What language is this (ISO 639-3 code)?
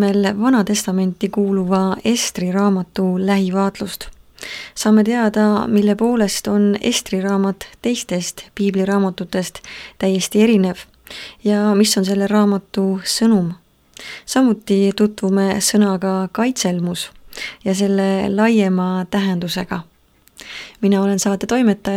est